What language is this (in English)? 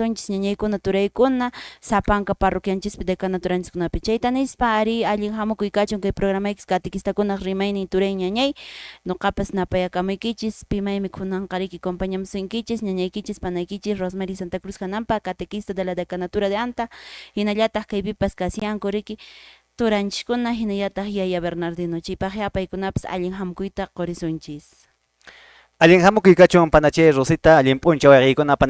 Quechua